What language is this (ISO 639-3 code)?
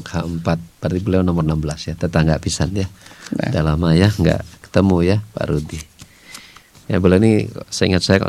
ind